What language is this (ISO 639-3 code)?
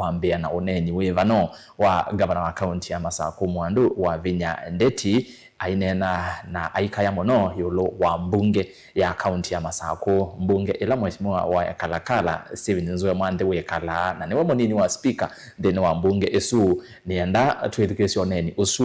kam